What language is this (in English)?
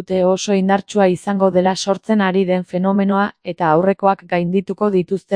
Basque